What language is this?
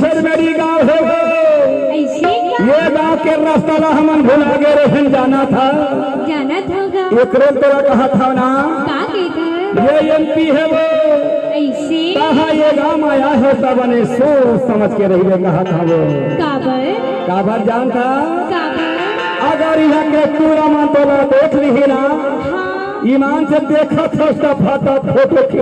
Chhattisgarhi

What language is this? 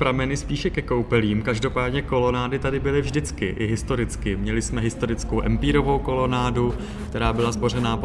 Czech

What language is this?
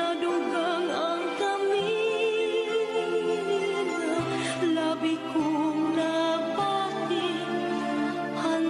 Waray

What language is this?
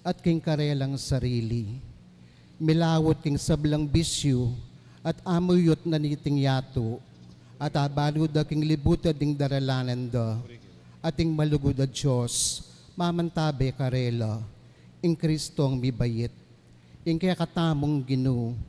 Pampanga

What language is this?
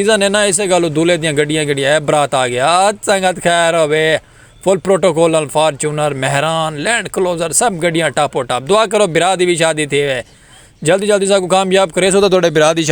Saraiki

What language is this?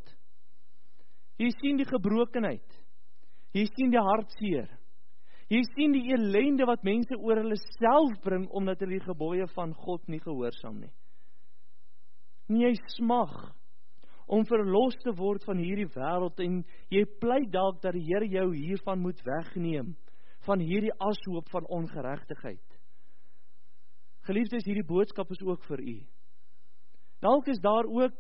Afrikaans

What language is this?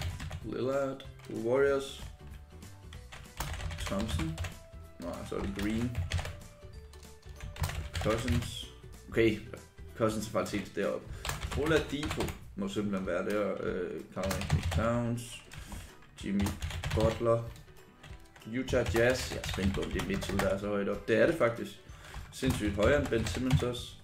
Danish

